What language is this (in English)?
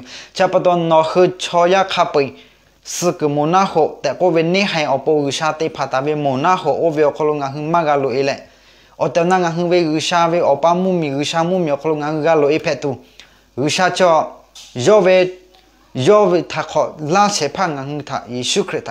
Lahu